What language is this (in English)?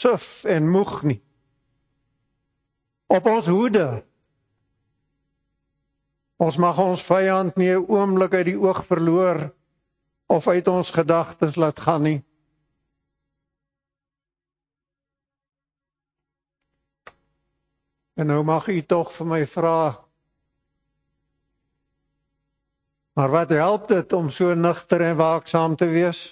Afrikaans